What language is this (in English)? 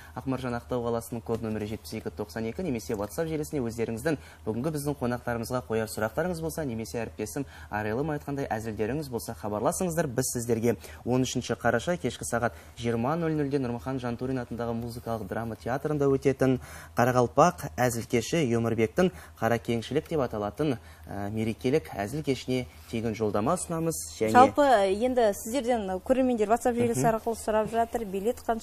Kara-Kalpak